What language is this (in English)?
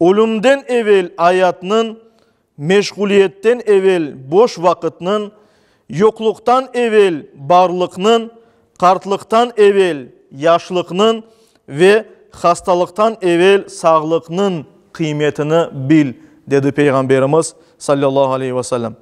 Crimean Tatar